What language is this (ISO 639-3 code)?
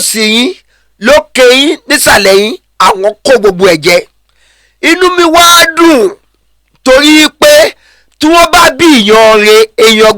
yor